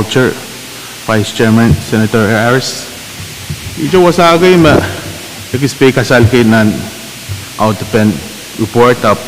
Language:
Pohnpeian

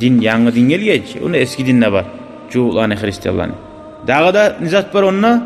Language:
Kumyk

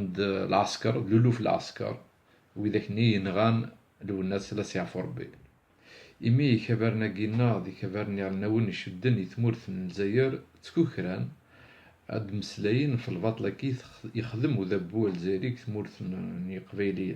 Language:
Kabyle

